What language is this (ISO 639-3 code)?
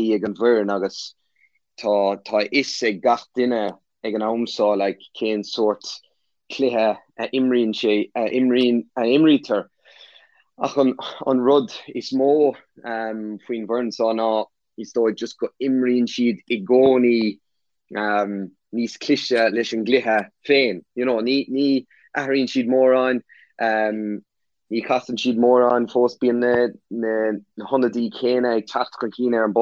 gle